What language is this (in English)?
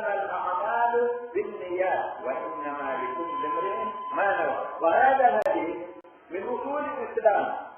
Pular